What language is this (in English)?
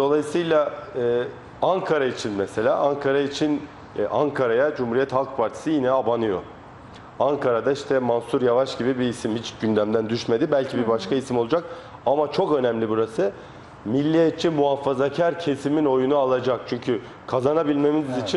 Turkish